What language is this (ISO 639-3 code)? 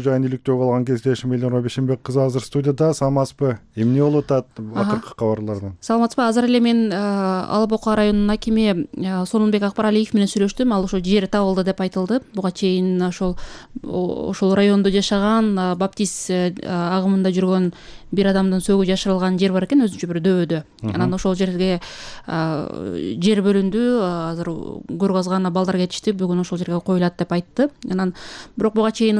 kir